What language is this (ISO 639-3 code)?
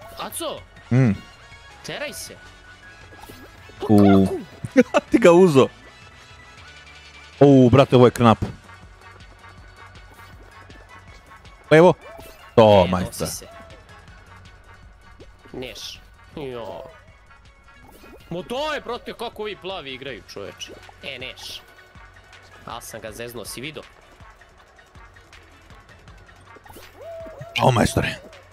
srp